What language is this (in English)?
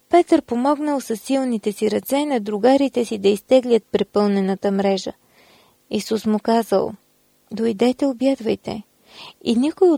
Bulgarian